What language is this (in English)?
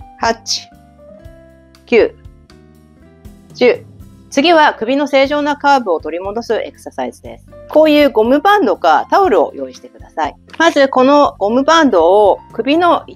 Japanese